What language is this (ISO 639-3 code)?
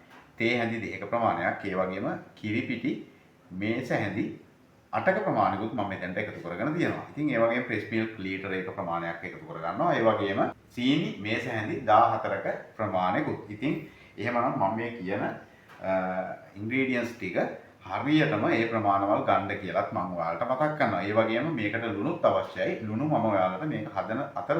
sin